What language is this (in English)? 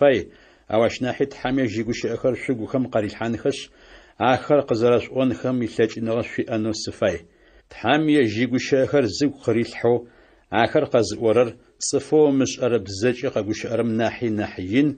Adyghe